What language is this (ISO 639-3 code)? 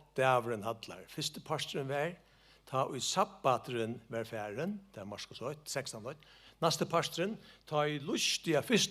fao